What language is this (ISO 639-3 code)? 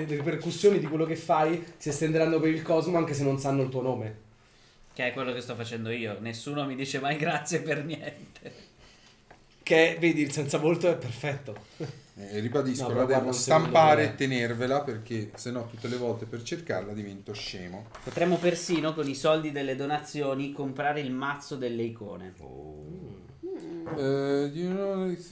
ita